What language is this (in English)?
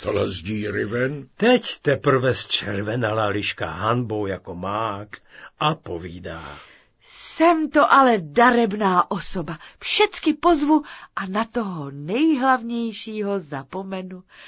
Czech